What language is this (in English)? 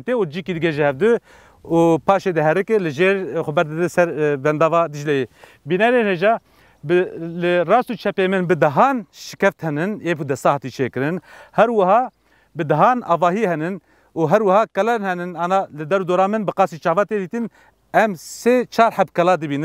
Kurdish